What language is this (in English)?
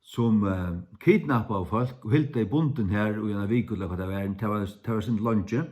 Faroese